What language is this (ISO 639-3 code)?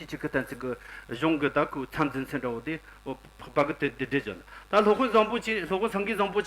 bod